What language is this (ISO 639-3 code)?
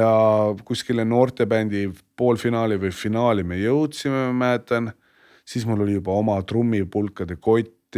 est